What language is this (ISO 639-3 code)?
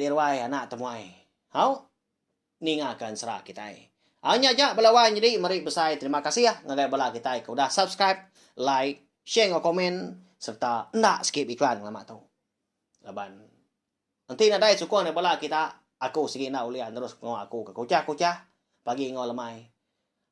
iba